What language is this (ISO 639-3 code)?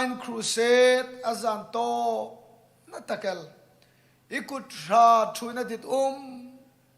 hmr